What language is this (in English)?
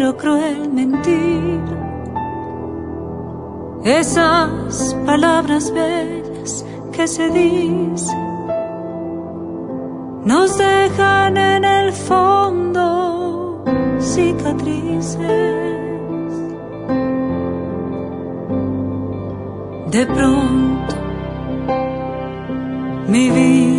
Spanish